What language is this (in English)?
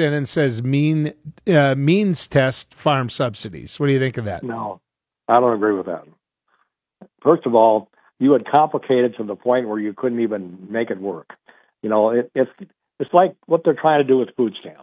English